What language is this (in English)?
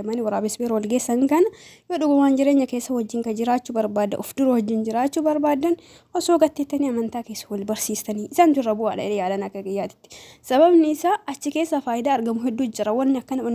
Oromo